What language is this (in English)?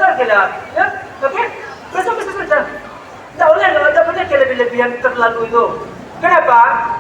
Minangkabau